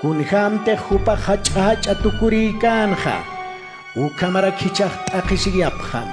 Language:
Aymara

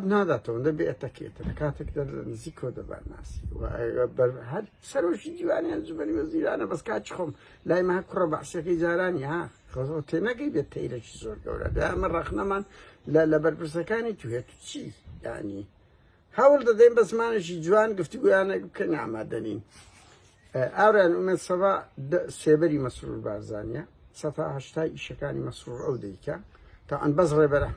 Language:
Central Kurdish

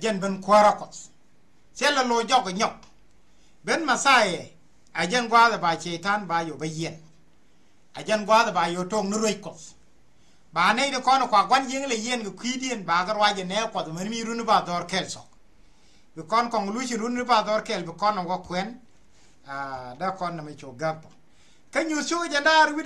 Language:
Nuer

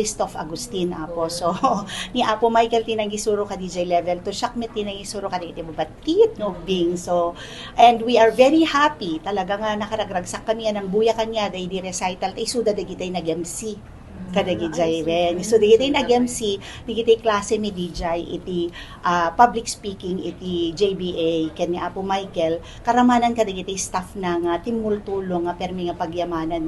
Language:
Iloko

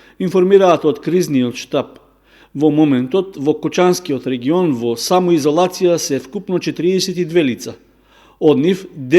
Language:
Macedonian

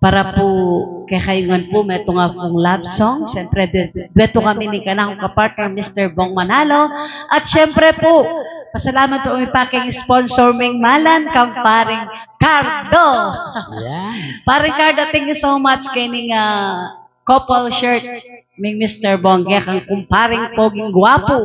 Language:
Pampanga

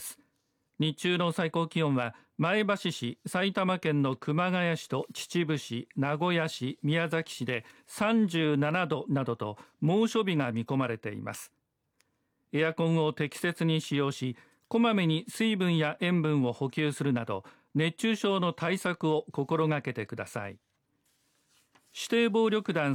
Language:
Japanese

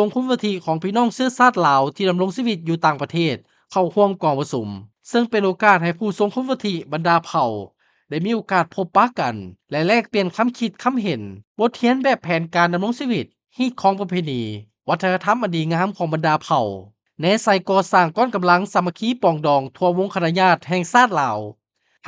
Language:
Lao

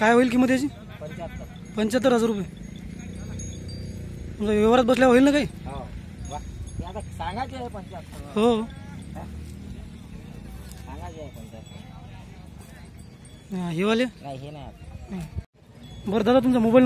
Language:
Marathi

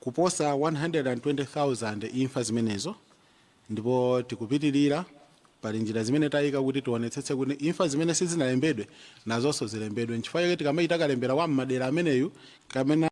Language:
Nyanja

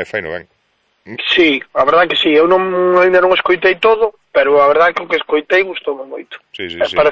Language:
Galician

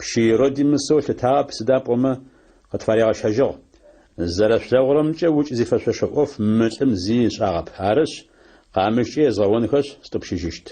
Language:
Adyghe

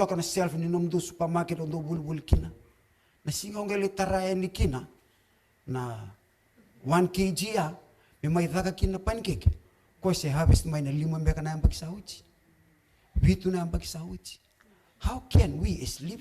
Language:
Fijian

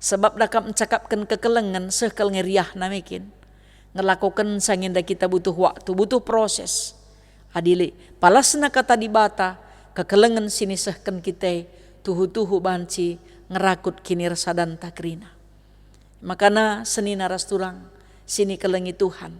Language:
Batak Karo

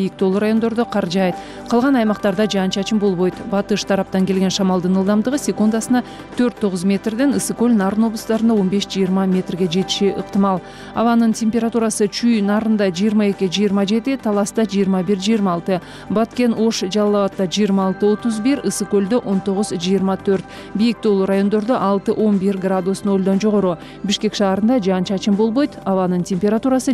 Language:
Kyrgyz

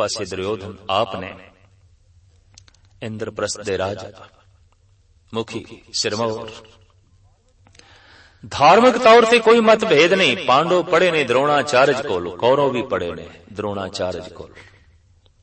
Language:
Punjabi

